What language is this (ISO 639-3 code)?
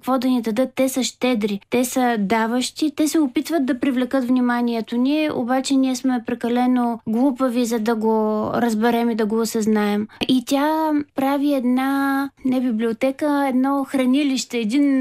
bul